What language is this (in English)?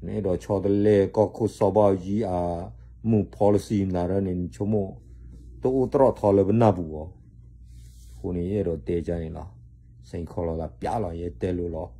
S'gaw Karen